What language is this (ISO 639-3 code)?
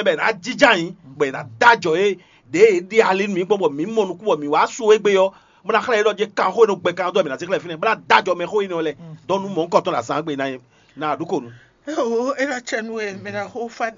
fon